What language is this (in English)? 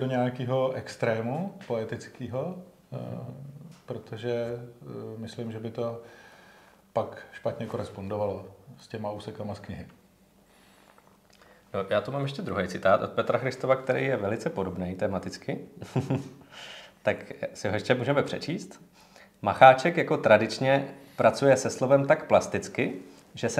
Czech